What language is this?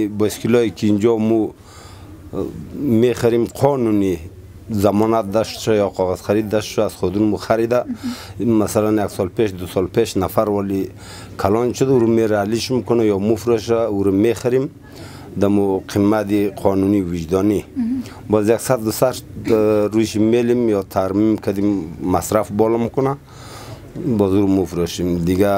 Persian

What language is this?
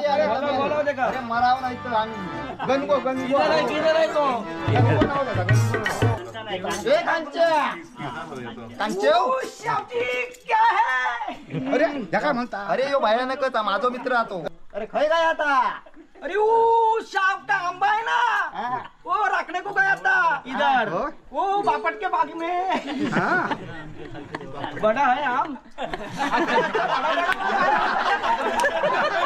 Marathi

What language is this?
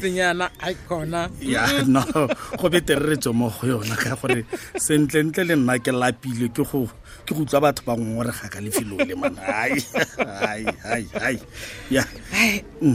Tswana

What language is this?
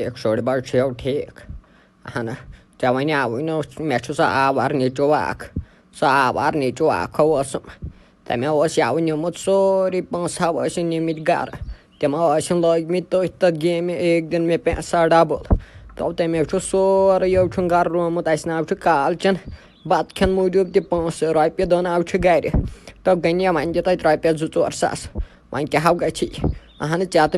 Kashmiri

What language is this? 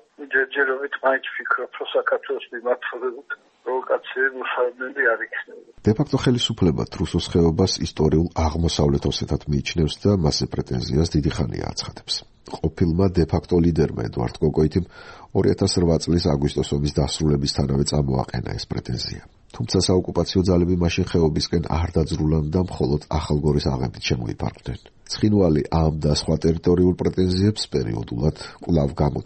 Georgian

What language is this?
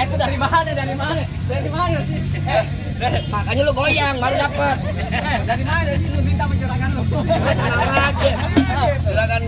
Betawi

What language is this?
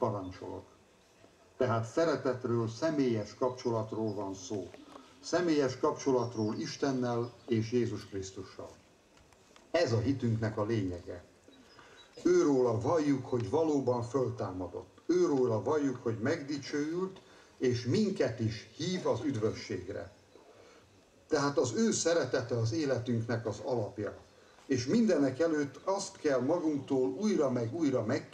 Hungarian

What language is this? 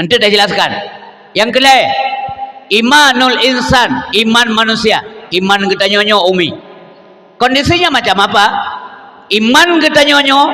Achinese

